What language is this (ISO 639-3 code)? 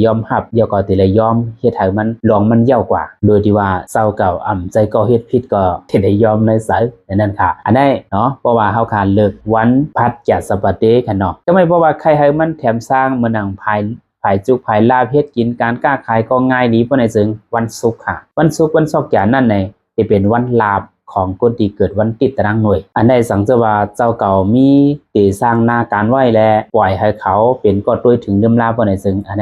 lao